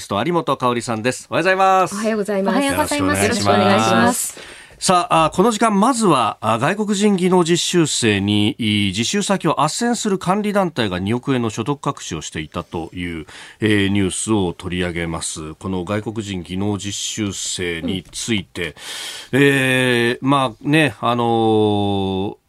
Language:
Japanese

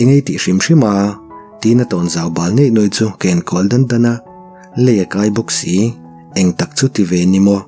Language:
Mizo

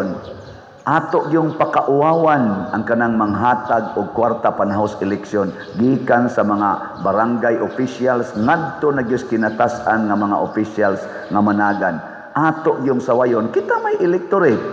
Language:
Cebuano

